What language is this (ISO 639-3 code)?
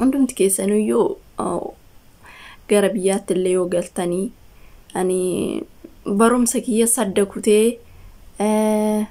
orm